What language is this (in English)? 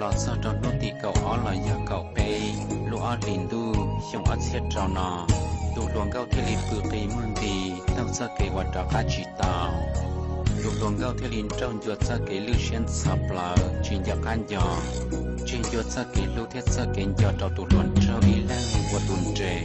Hmong